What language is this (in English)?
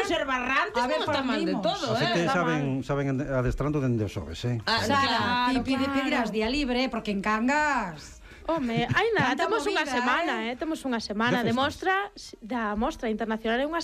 Galician